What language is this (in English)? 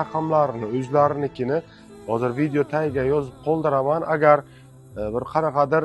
Uzbek